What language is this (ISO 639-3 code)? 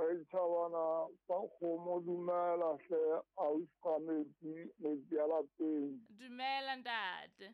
sot